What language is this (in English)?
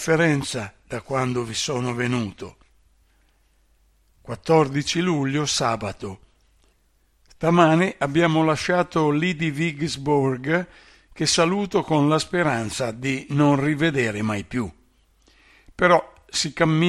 Italian